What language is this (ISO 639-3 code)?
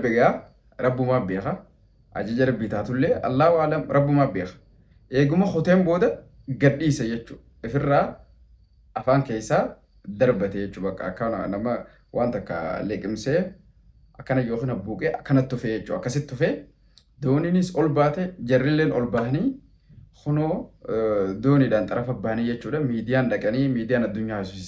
orm